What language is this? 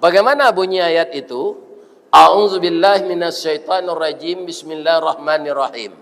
Minangkabau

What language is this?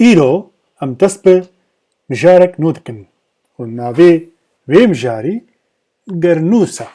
Kurdish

